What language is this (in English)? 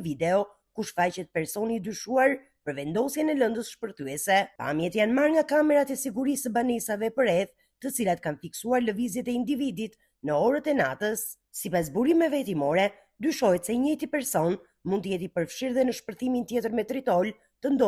Albanian